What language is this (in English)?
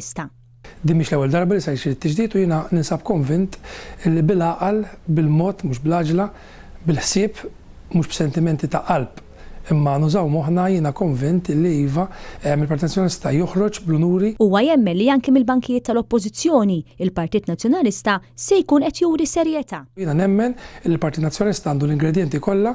Maltese